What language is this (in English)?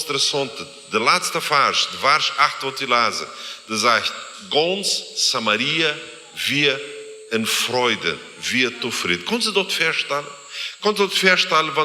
Plautdietsch